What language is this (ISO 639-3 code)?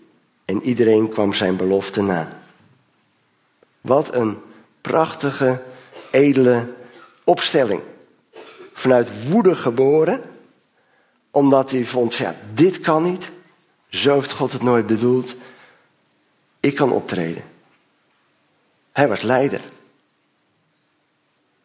nld